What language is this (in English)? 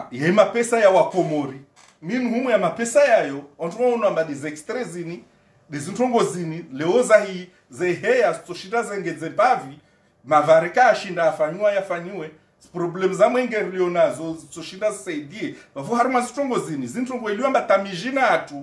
Swahili